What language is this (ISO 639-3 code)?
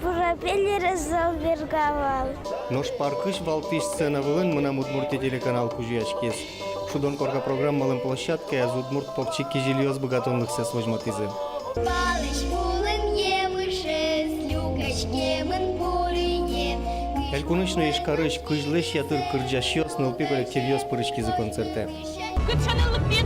udm